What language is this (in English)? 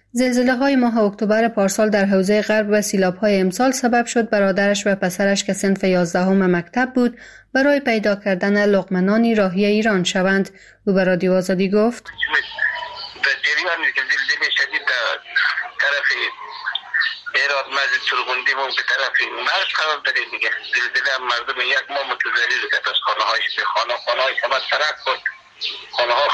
Persian